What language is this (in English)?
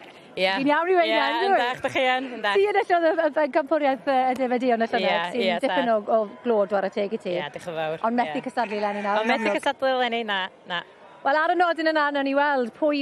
Welsh